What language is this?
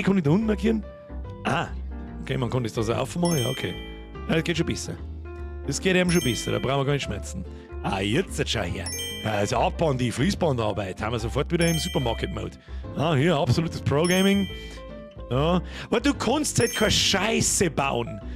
Bavarian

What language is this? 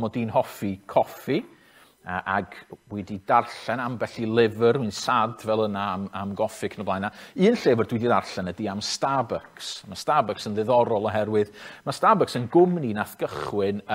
Welsh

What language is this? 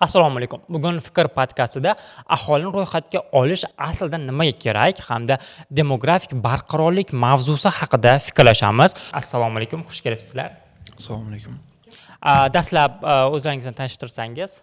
Uzbek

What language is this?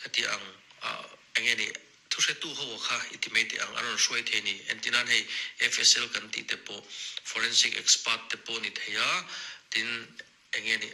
Mizo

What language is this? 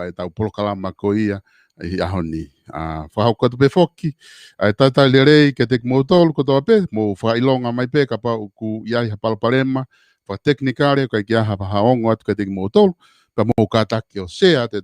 Tongan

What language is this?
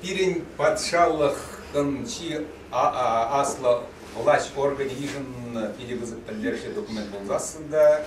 Chuvash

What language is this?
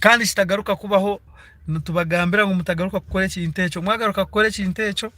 Nyankole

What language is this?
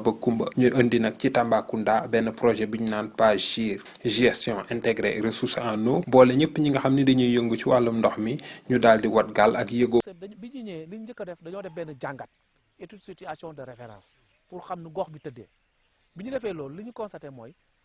Wolof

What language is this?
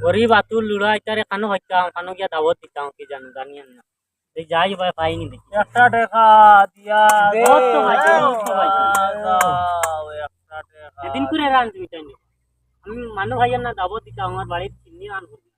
Sylheti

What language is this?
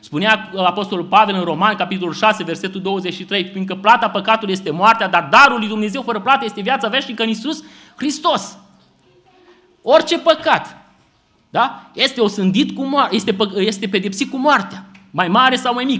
Romanian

